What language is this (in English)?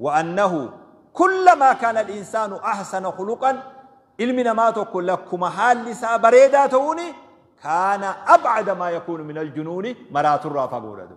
Oromo